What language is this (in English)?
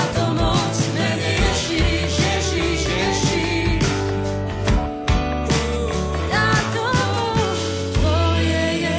Slovak